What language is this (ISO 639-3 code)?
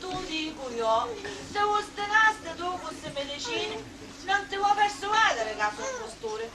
scn